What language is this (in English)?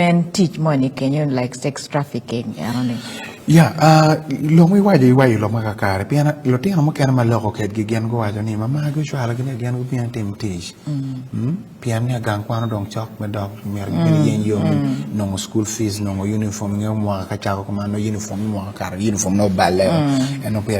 Acoli